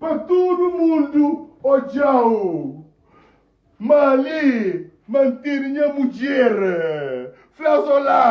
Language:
Kabuverdianu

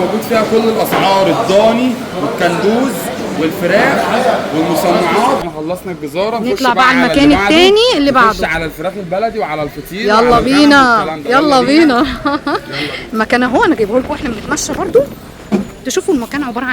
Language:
Egyptian Arabic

